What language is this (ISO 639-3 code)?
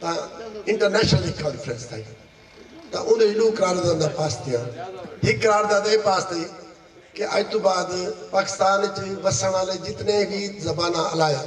skr